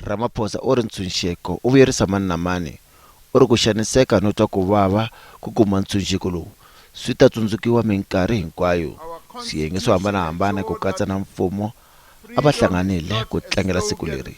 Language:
Tsonga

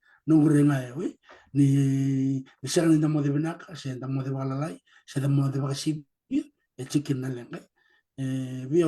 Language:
Fijian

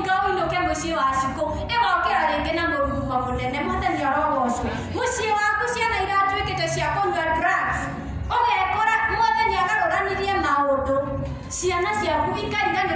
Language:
Kikuyu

